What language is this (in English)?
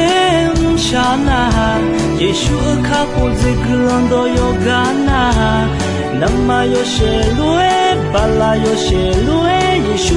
Akha